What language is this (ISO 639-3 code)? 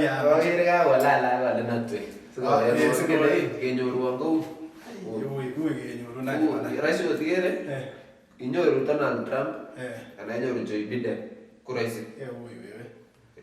kln